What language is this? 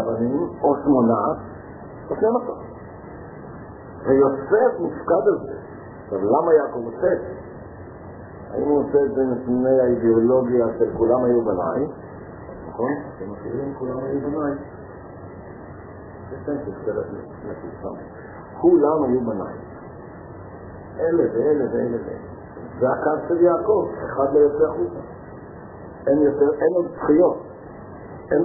Hebrew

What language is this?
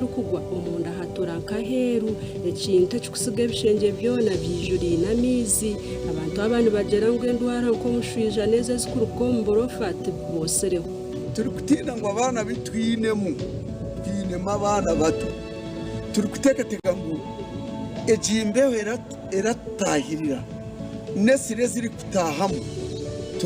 Nyankole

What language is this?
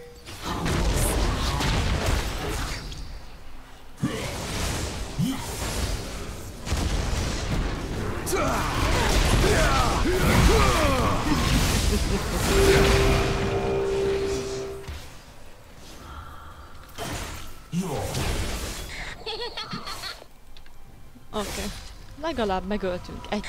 Hungarian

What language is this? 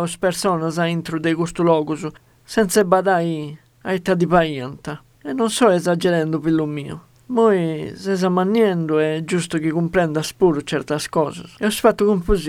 Sardinian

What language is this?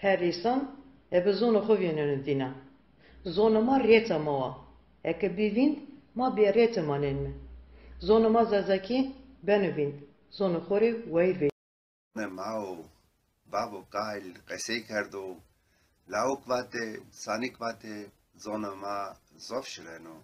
Zaza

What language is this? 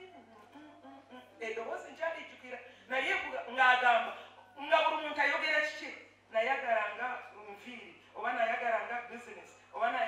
Ganda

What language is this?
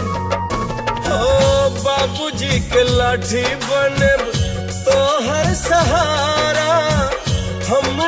Bhojpuri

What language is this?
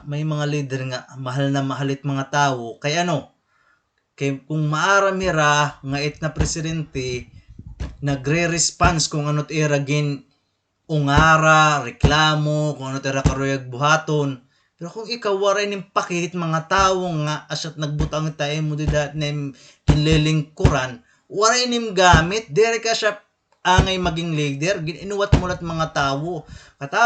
Waray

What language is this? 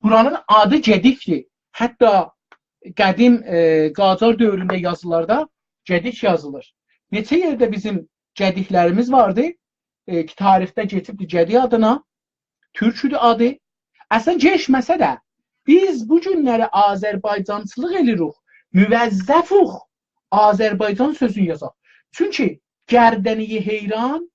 South Azerbaijani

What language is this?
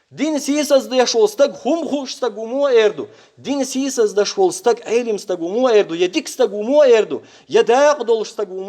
Chechen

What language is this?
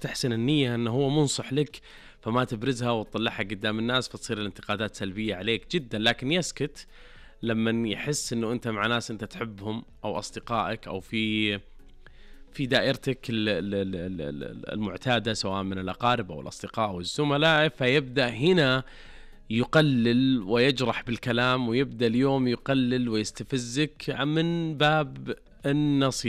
Najdi Arabic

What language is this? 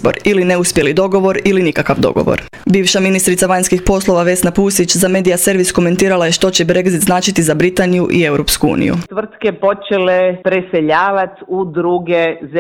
Croatian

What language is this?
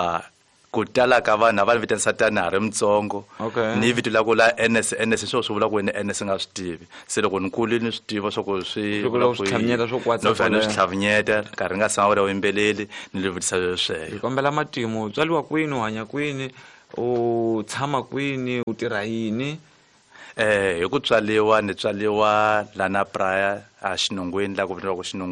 Tsonga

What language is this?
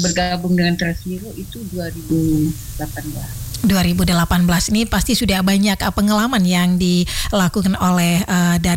Indonesian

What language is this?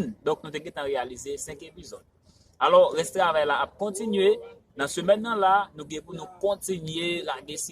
Haitian Creole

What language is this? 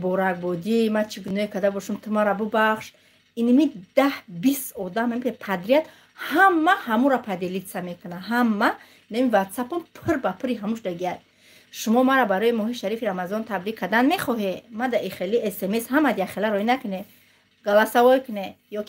Tajik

